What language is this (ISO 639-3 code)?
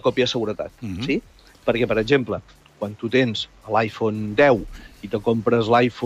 cat